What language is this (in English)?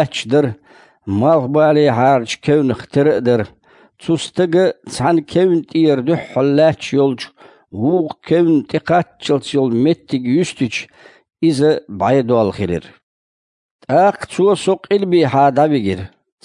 Chechen